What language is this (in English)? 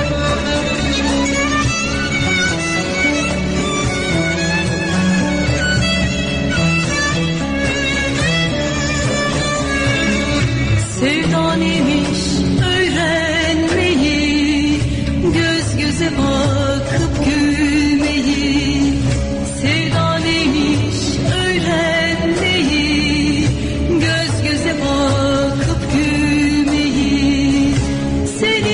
Turkish